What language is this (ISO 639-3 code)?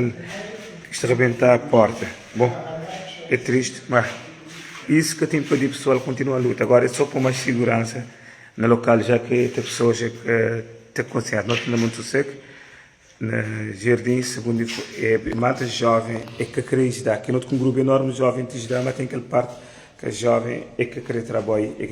kea